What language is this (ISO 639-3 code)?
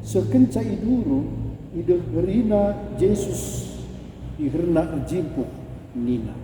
btx